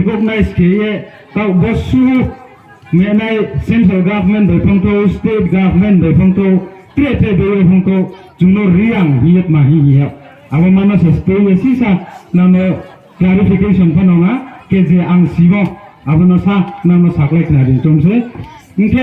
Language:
Riang (India)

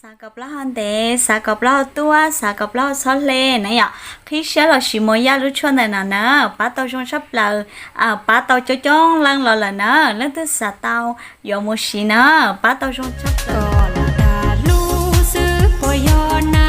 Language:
Hmong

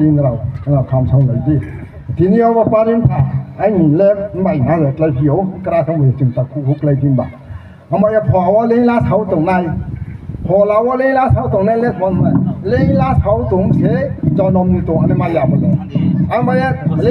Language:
Riang (India)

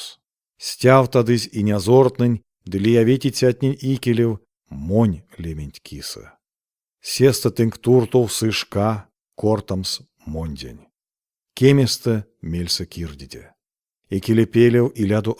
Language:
Erzya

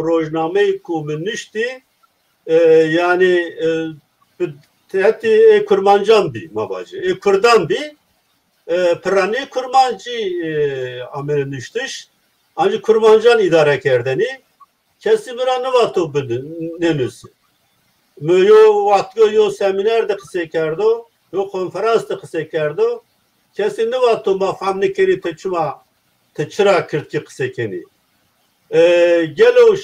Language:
Zaza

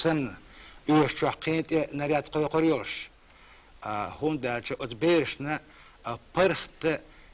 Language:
Chechen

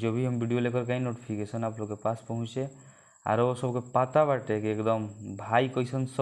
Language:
Bhojpuri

